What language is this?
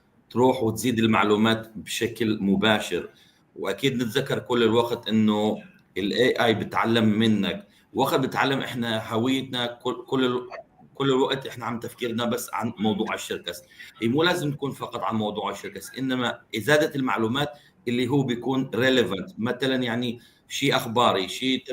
North Levantine Arabic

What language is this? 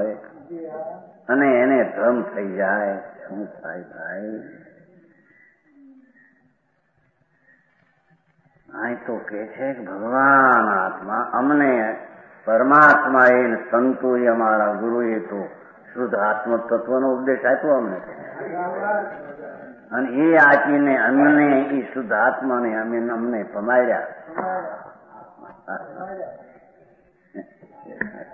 Gujarati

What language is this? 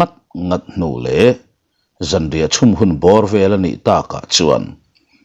Mizo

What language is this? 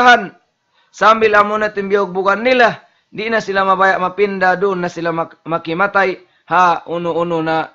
Tausug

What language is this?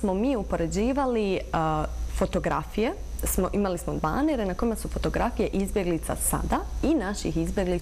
Bosnian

